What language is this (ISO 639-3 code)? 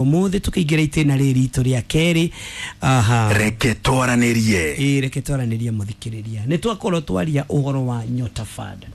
kik